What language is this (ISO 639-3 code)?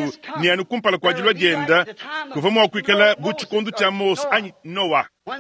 lua